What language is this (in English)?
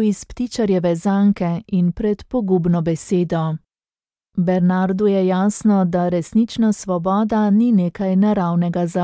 Slovenian